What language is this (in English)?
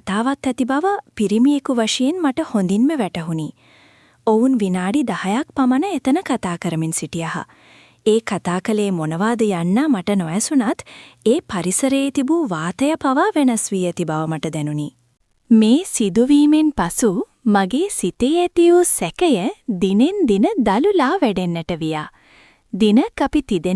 Sinhala